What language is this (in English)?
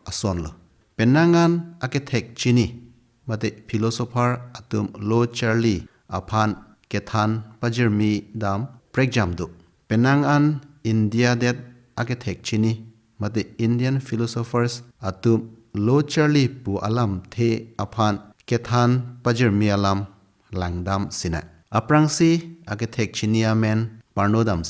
Karbi